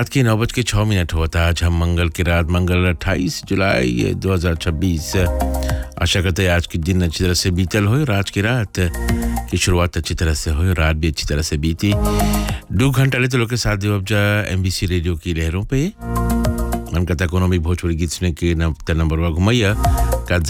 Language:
Bhojpuri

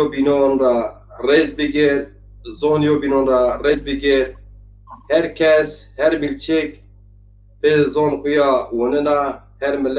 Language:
Zaza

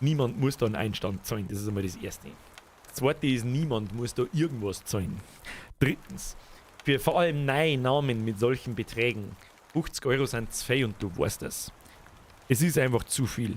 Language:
Bavarian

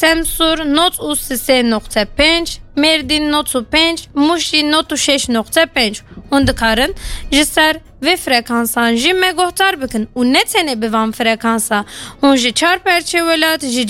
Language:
Kurdish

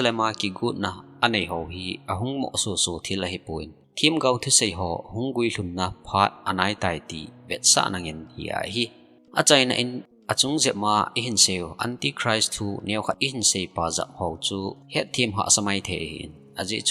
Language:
Thado Chin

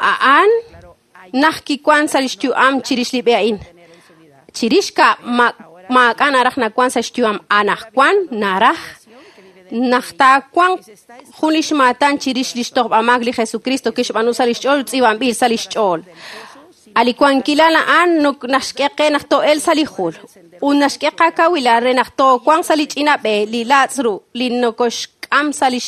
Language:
Kekchí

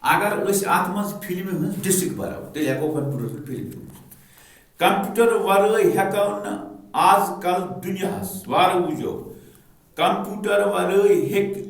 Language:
Kashmiri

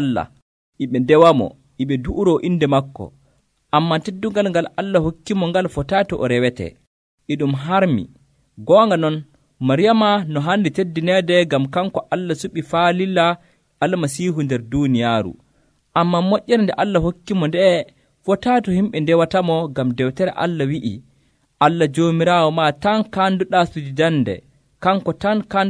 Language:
Nigerian Fulfulde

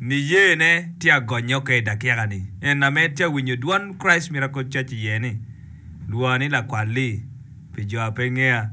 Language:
Acoli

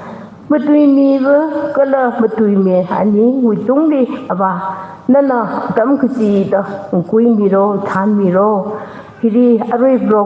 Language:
Tangkhul Naga (India)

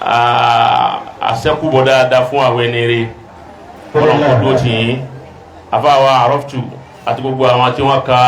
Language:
Yoruba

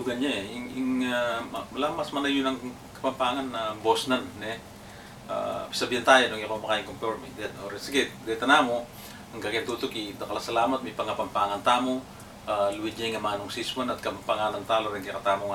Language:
Pampanga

